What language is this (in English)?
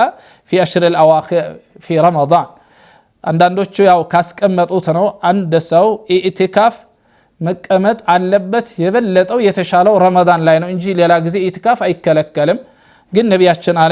Amharic